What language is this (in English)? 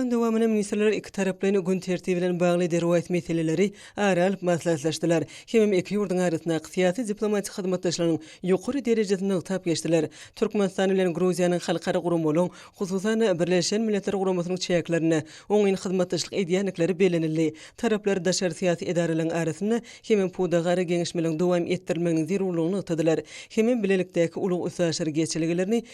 Turkmen